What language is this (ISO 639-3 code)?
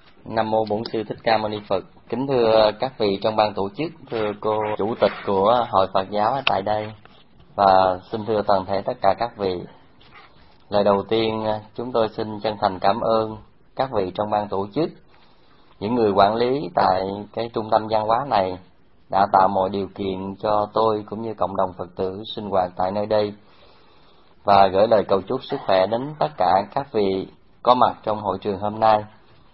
vie